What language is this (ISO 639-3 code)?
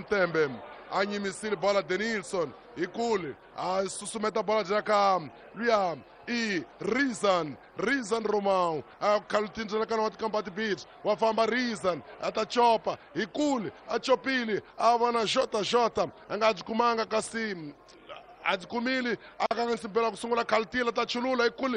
tso